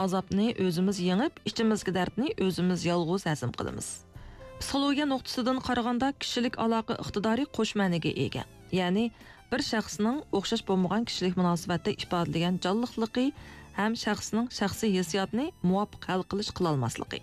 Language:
Uyghur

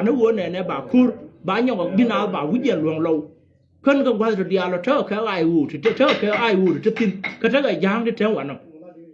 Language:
Nuer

